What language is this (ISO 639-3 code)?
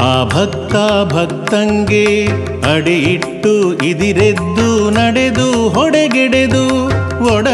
kan